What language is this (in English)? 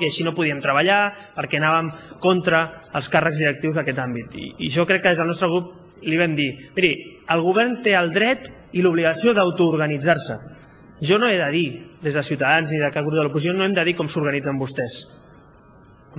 Catalan